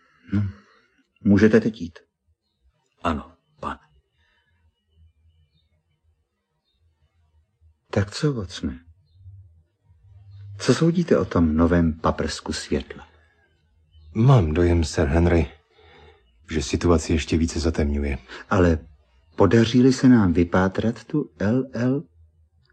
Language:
Czech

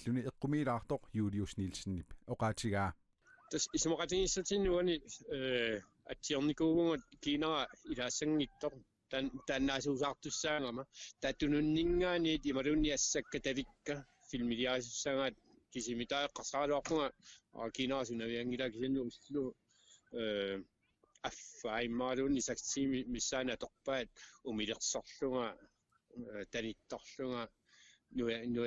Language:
Kalaallisut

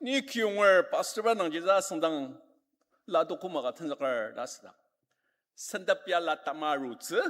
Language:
Ao Naga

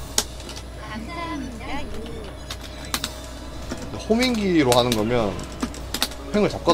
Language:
Korean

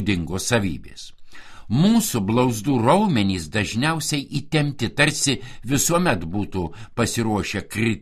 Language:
Lithuanian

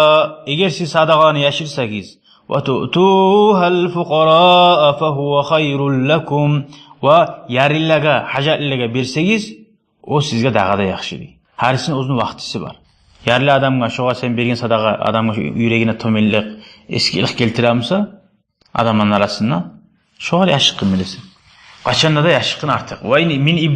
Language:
Kumyk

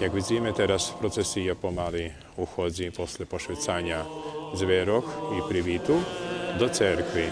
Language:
Rusyn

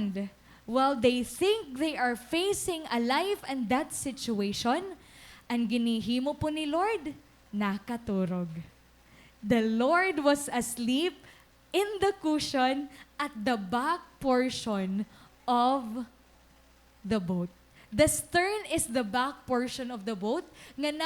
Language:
Waray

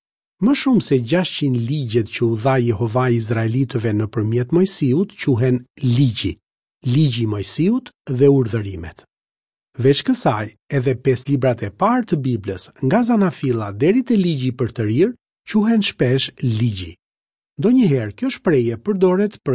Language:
Albanian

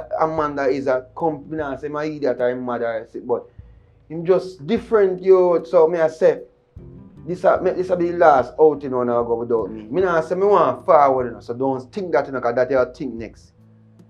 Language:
Jamaican Creole English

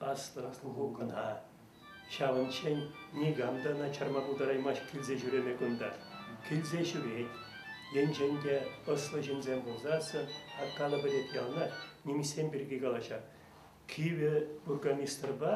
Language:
Chuvash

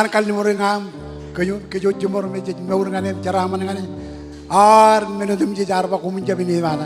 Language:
Marshallese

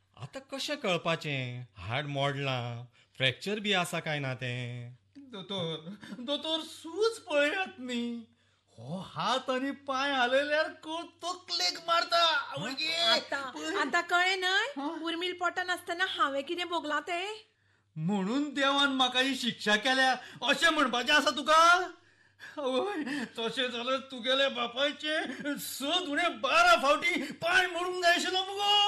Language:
Konkani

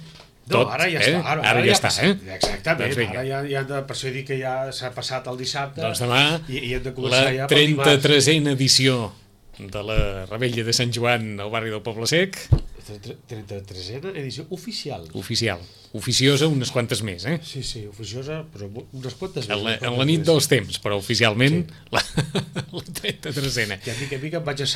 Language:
Catalan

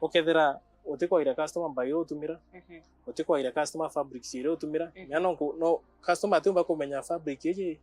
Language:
Meru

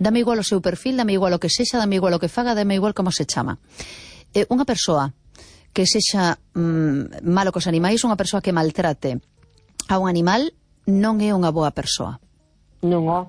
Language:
Galician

